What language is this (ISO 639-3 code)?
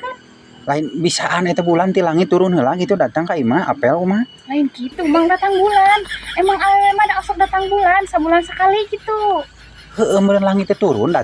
sun